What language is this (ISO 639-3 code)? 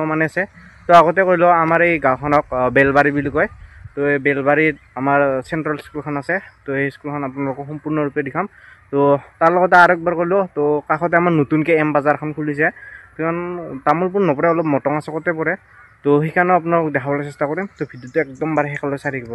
asm